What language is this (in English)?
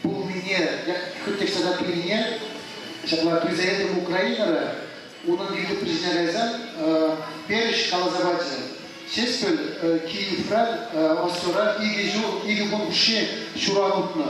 Chuvash